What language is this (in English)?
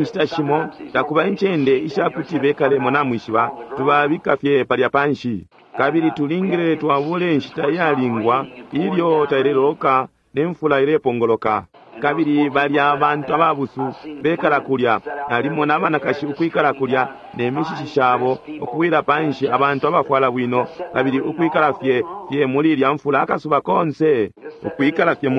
Bemba